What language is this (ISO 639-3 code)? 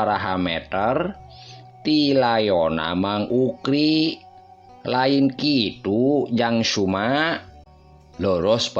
sun